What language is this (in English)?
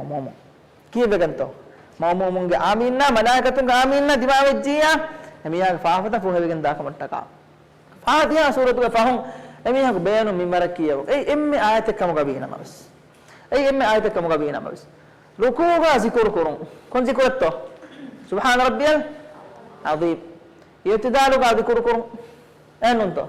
Divehi